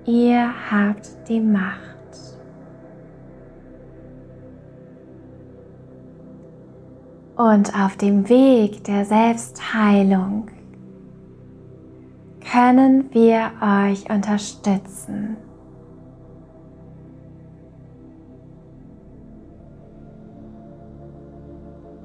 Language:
German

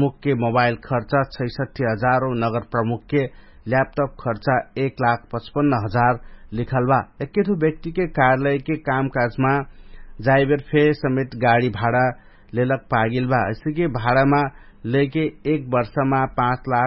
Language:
Dangaura Tharu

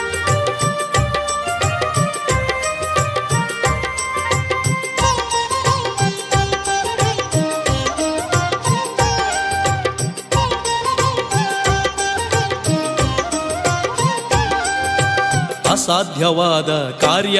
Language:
Kannada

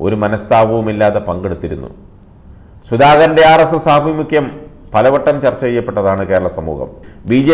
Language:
Malayalam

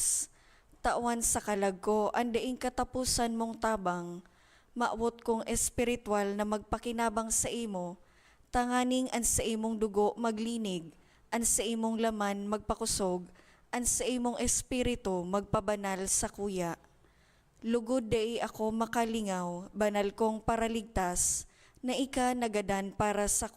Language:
Bikol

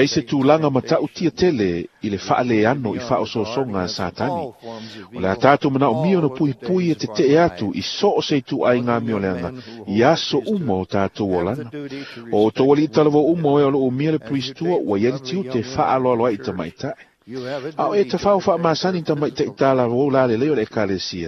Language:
Samoan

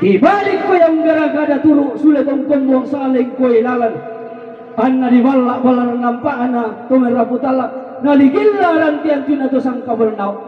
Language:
Toraja-Sa'dan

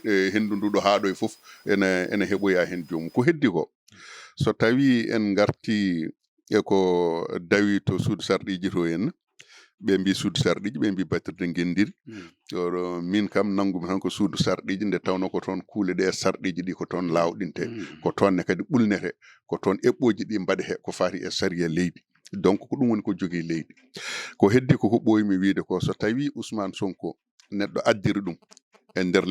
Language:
Fula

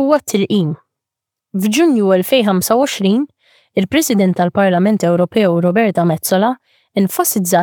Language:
Maltese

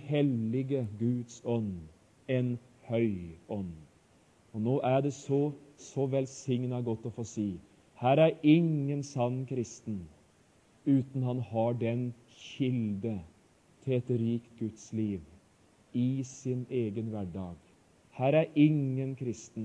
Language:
Norwegian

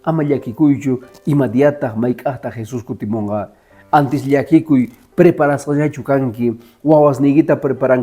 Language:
Quechua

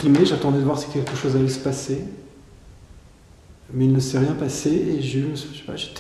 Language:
French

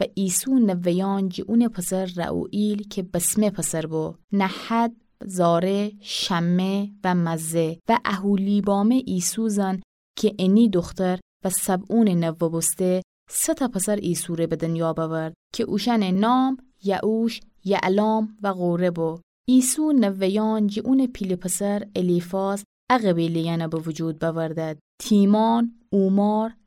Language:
Gilaki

